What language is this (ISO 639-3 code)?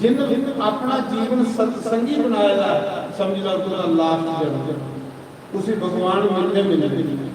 doi